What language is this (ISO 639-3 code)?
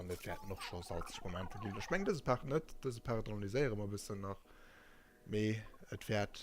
ltz